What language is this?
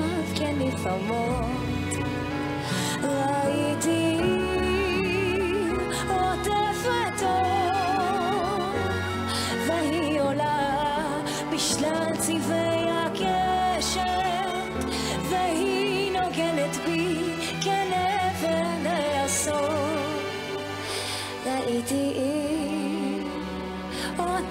Hebrew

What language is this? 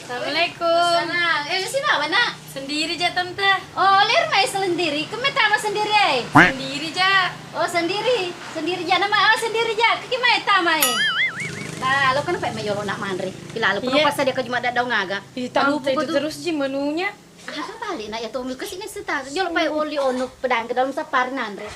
Buginese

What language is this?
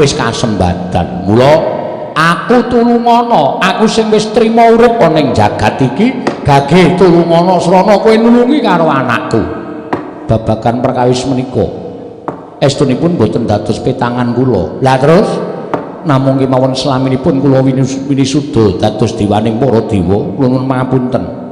Javanese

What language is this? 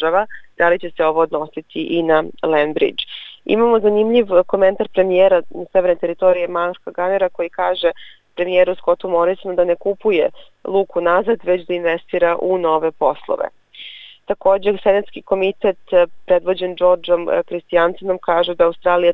Serbian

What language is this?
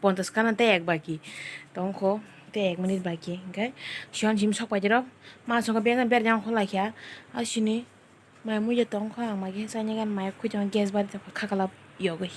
Kok Borok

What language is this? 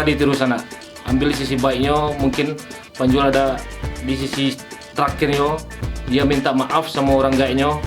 Minangkabau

